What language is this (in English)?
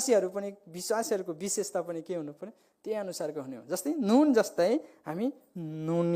Nepali